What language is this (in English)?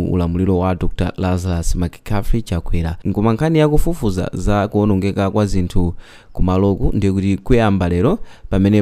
Nyanja